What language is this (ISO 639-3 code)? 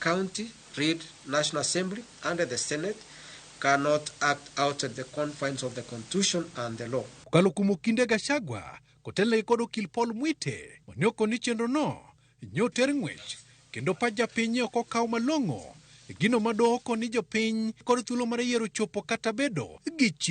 luo